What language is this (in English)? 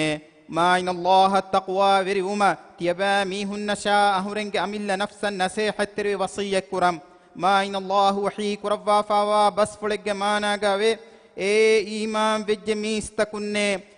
Divehi